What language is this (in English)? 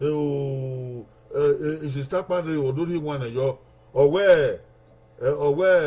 Bini